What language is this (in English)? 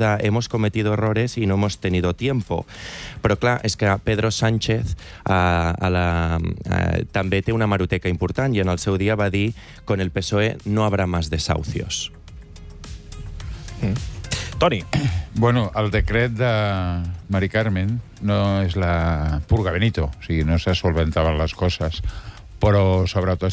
Catalan